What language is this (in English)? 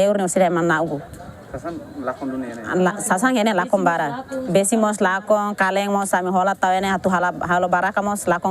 Tetum